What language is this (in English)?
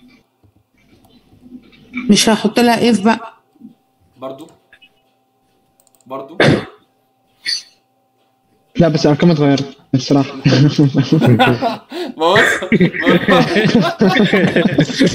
Egyptian Arabic